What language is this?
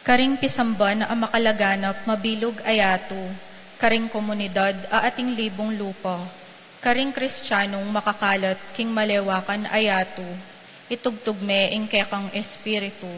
Pampanga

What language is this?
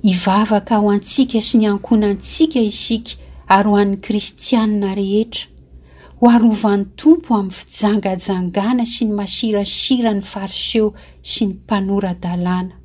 Malagasy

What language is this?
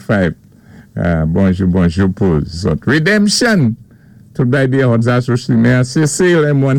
Saint Lucian Creole French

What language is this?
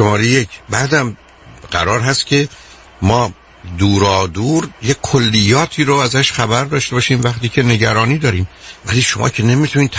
Persian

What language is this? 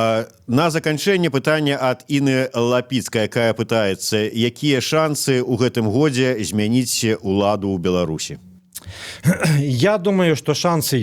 Belarusian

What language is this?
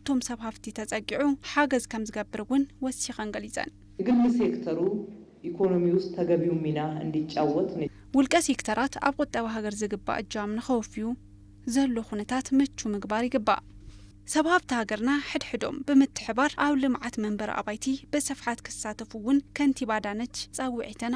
Tigrinya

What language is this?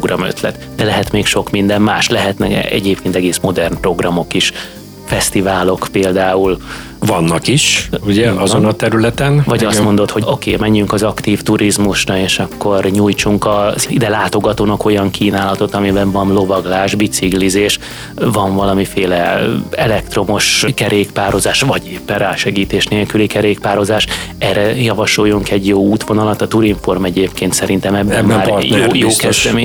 Hungarian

